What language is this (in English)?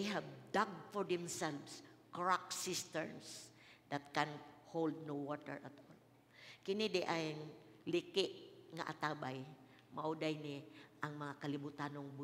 Cebuano